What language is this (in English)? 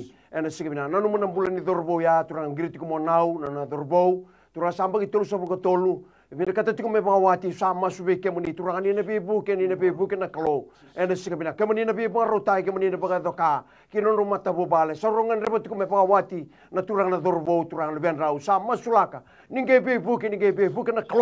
Fijian